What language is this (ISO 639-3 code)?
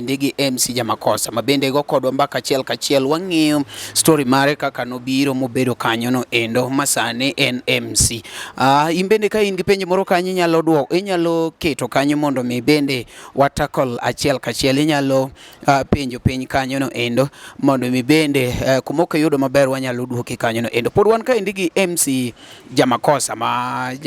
luo